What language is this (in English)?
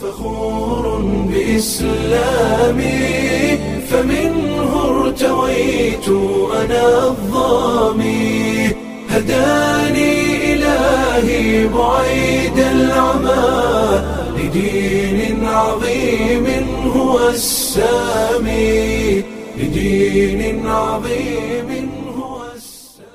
Somali